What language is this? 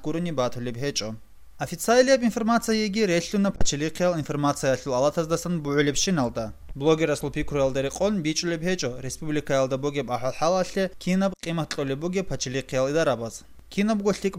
Avaric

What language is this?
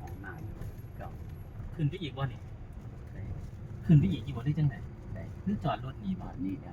Northeastern Thai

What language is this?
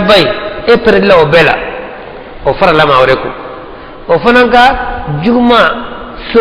Bambara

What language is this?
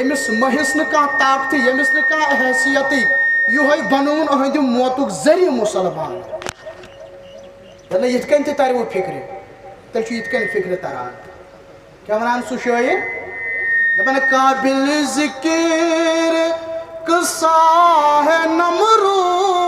Kashmiri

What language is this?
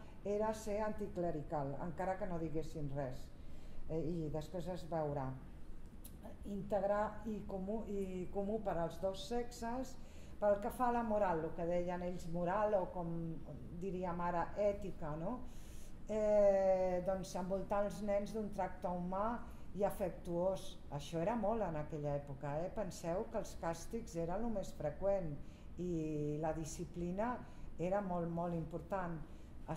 Catalan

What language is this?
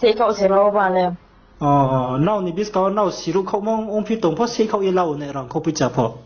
Riang (India)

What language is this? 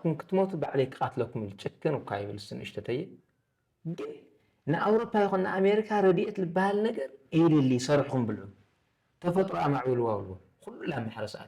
Tigrinya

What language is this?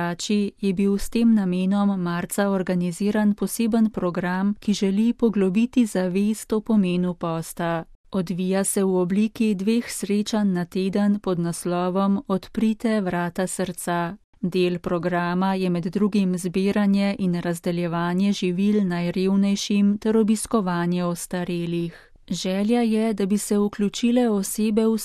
Slovenian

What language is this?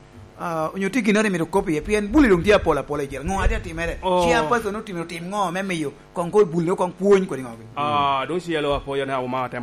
Lango (Uganda)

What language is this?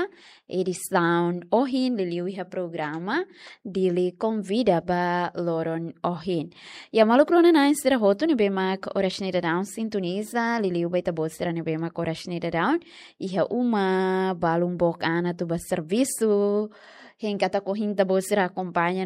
Tetum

